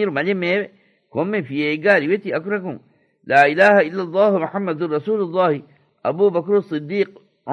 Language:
Divehi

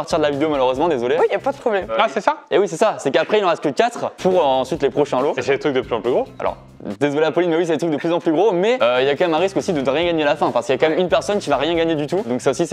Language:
French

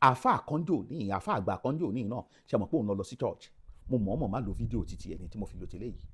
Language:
Yoruba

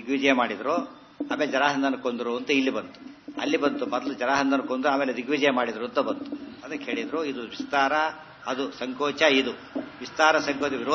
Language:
Kannada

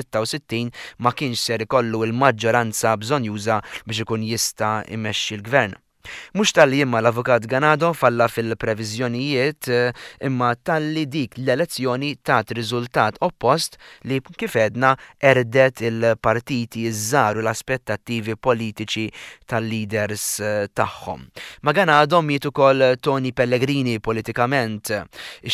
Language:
Maltese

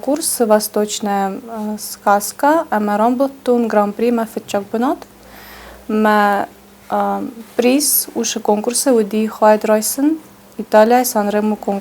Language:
Ossetic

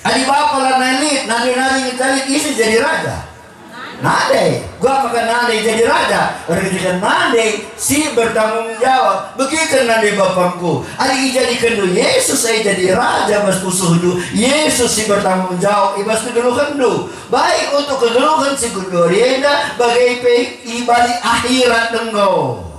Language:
Batak Karo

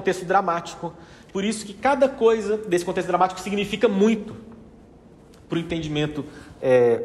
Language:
Portuguese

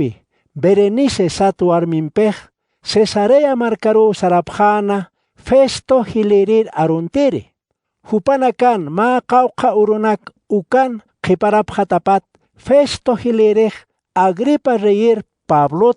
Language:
Aymara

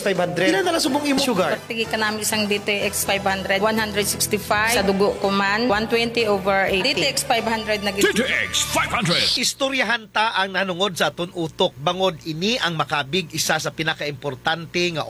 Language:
Hiligaynon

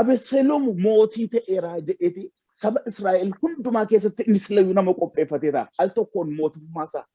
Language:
Oromo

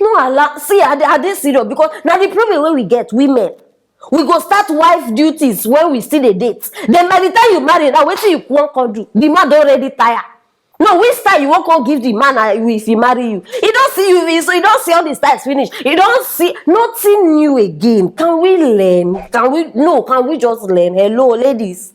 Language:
Nigerian Pidgin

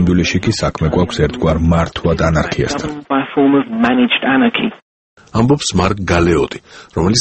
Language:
Georgian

